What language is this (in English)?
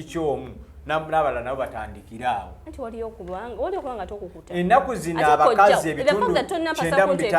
Ganda